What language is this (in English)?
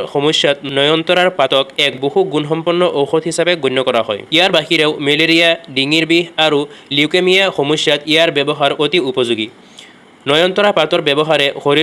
Assamese